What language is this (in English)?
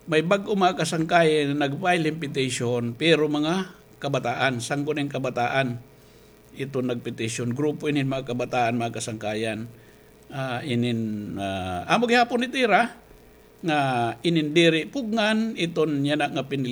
Waray